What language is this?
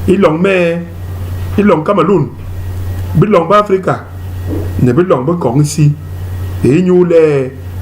Basaa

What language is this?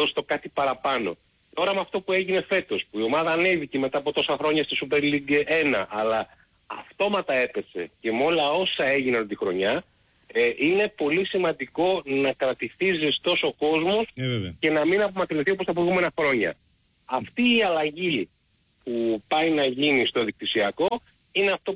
Greek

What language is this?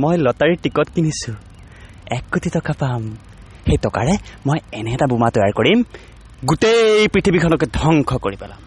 Assamese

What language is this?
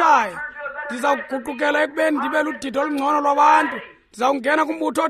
Xhosa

